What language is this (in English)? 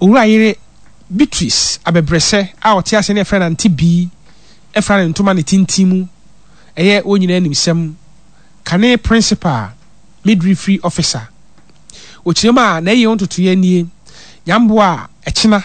Akan